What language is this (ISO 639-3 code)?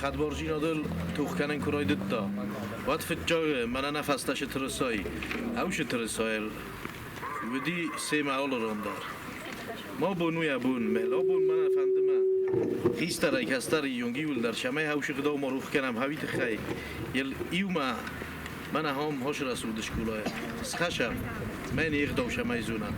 oss